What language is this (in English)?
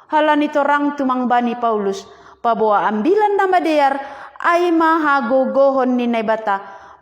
Batak Simalungun